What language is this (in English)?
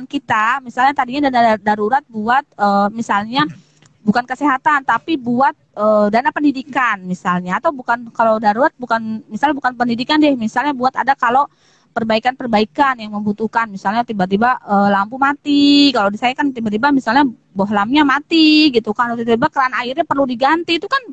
Indonesian